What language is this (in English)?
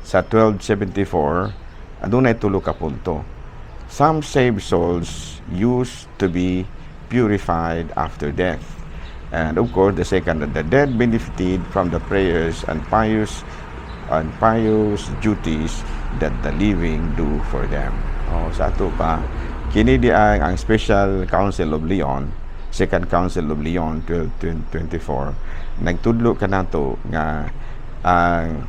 Cebuano